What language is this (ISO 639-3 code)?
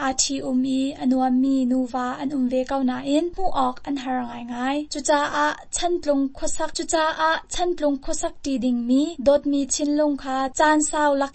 cnh